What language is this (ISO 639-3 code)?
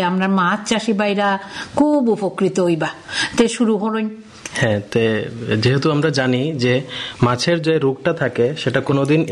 ben